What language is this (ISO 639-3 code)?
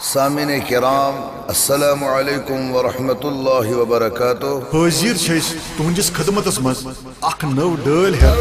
kas